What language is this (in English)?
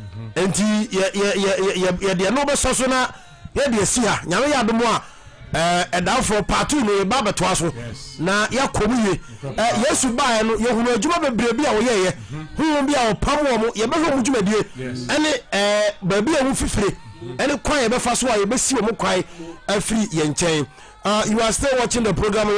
Akan